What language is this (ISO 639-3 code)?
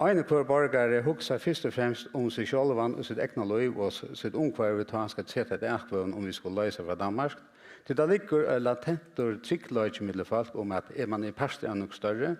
fao